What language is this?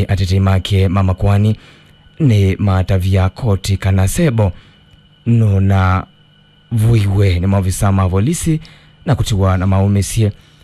Kamba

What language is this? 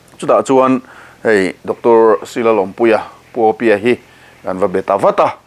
Mizo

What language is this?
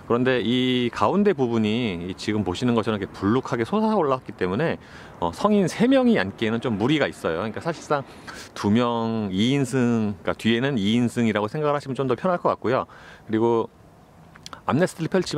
Korean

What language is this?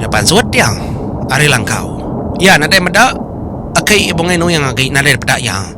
Iban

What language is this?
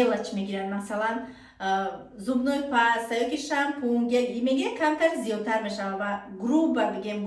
Tajik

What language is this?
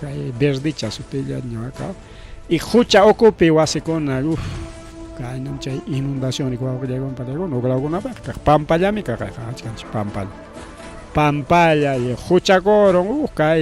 Ayacucho Quechua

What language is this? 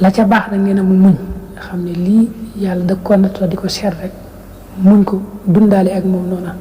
Wolof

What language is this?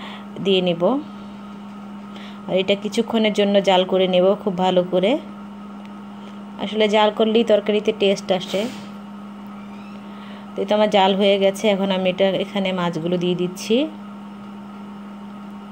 Bangla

